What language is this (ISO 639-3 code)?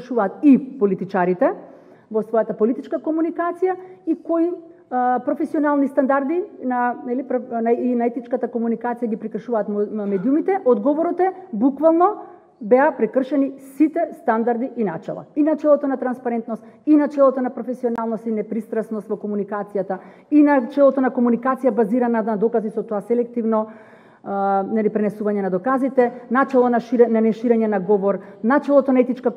mkd